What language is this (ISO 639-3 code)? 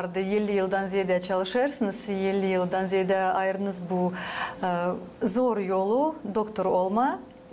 gag